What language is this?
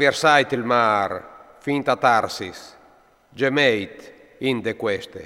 Friulian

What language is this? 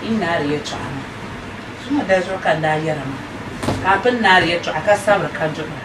Dagbani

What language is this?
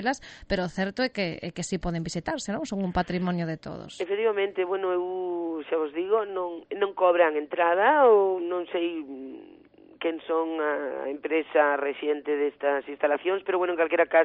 Galician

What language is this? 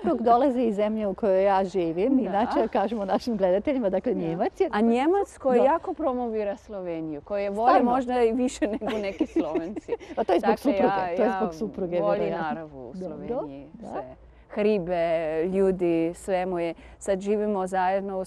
Croatian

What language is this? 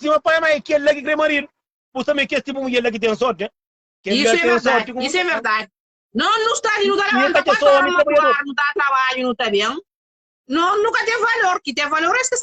Kabuverdianu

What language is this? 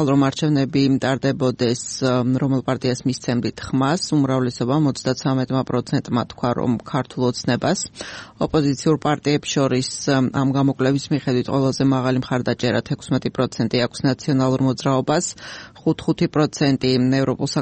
Georgian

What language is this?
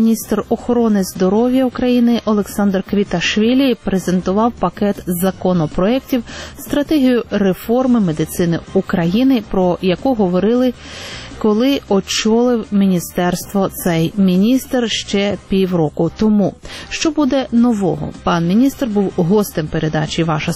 Ukrainian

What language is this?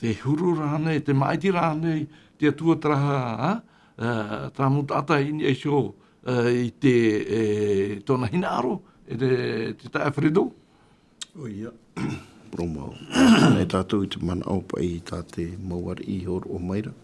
Tahitian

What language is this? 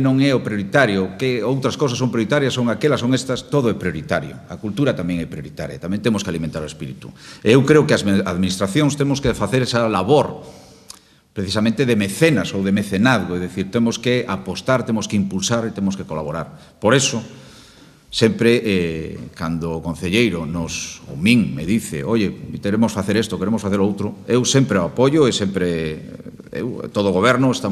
Galician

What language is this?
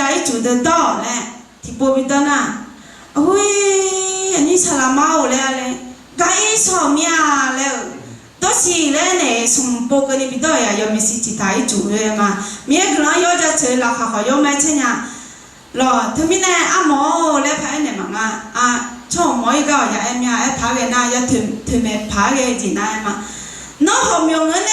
Akha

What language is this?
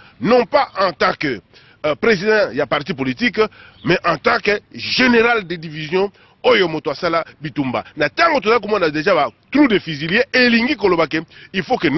Lingala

